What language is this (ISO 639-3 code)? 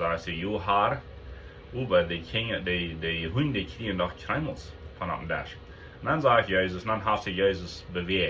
pdt